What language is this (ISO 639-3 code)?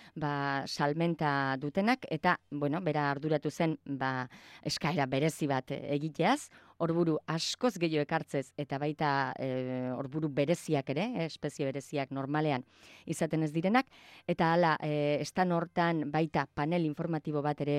eus